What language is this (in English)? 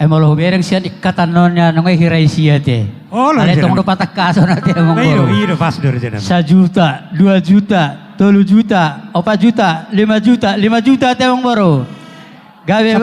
Batak Toba